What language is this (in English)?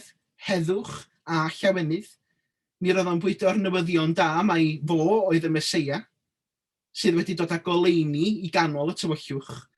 Welsh